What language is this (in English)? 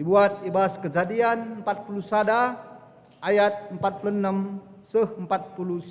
Batak Karo